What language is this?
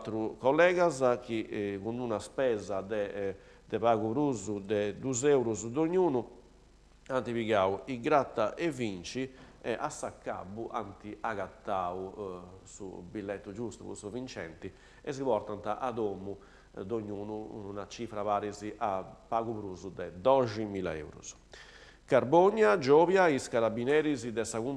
Sardinian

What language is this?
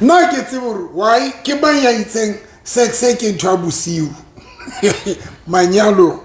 Southern Sotho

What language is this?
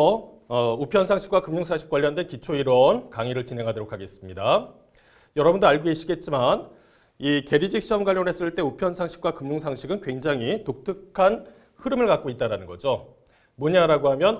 Korean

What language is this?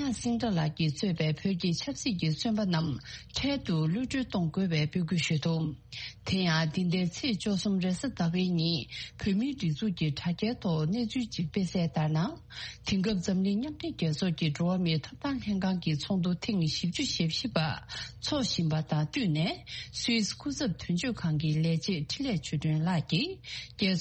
Tibetan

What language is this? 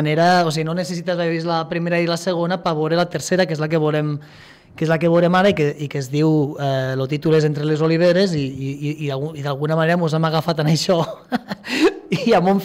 Catalan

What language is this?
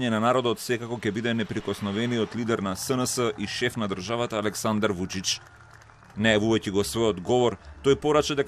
Macedonian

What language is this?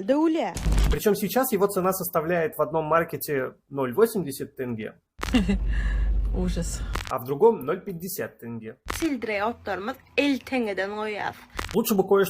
Turkmen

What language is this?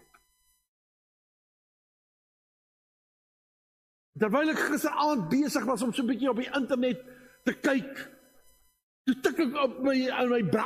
Afrikaans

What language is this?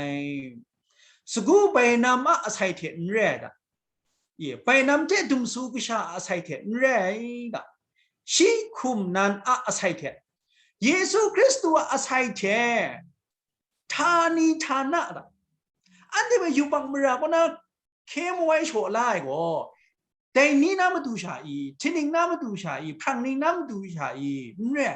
Kachin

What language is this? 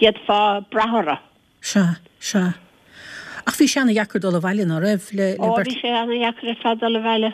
Irish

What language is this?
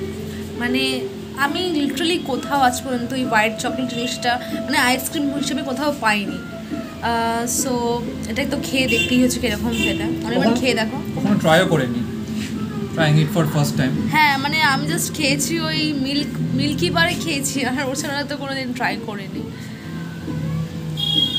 Bangla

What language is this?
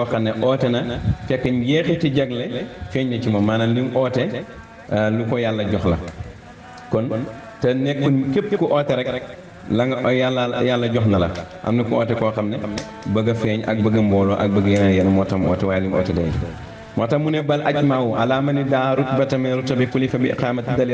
Wolof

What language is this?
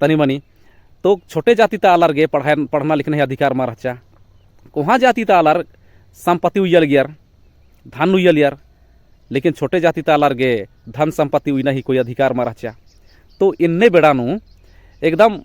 Kurukh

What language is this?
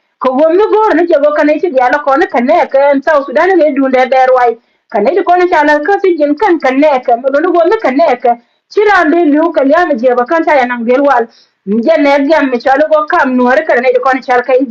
Nuer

